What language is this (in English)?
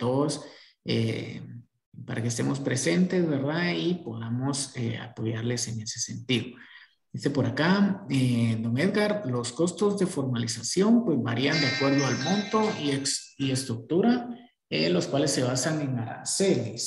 Spanish